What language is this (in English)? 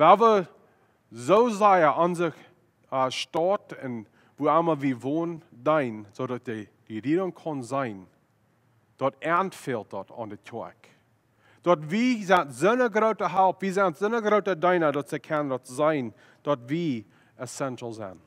Plautdietsch